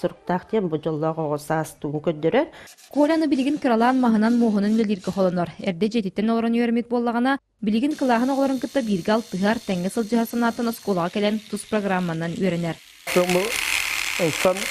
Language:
Yakut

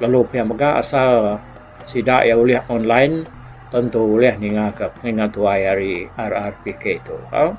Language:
Iban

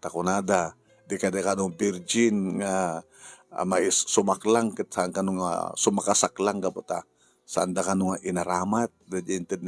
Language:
Iloko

